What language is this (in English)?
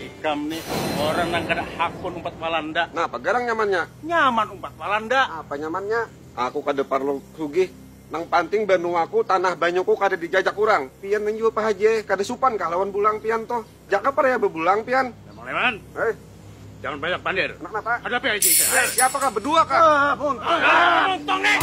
Banjar